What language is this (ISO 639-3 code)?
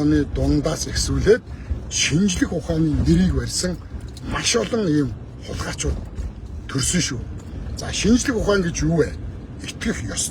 mon